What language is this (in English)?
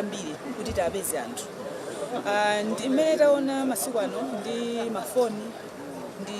Nyanja